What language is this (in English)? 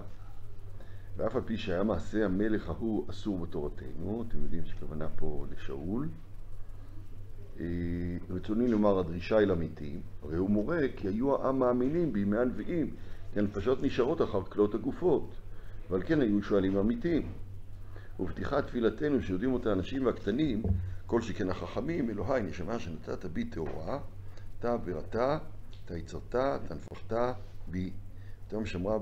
Hebrew